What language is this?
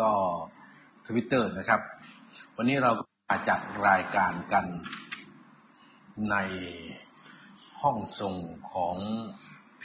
Thai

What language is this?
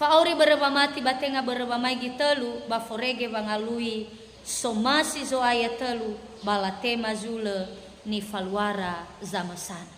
Nias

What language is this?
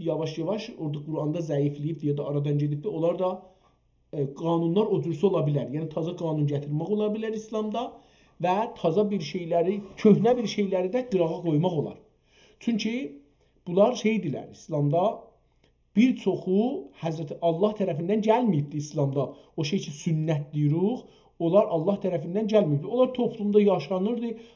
South Azerbaijani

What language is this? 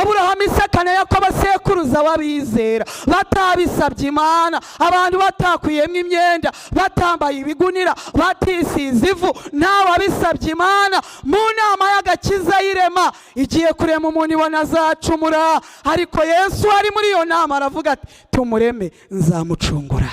Kinyarwanda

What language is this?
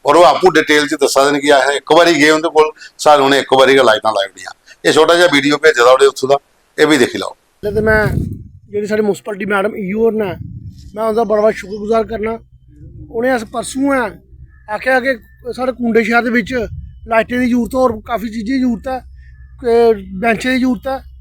Dogri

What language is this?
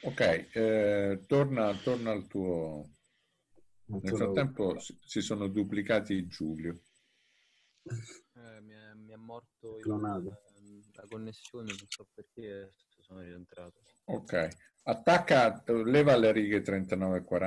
Italian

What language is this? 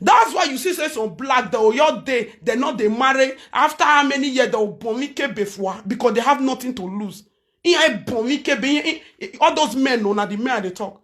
Nigerian Pidgin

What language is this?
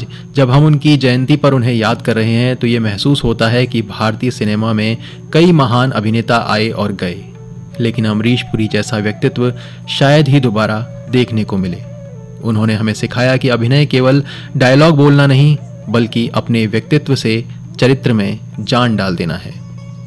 Hindi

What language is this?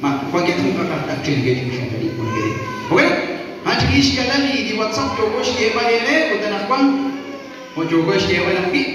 Kekchí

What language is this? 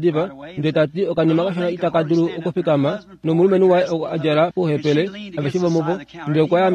Kuanyama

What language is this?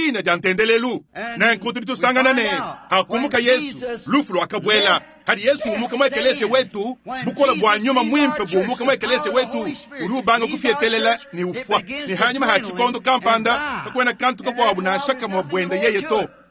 Luba-Lulua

